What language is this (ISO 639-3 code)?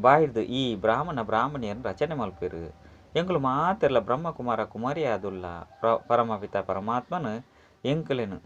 tcy